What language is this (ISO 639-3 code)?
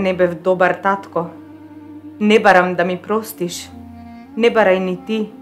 mkd